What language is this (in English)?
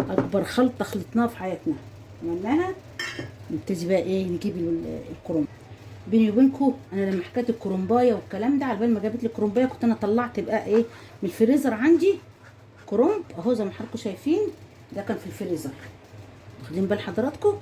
Egyptian Arabic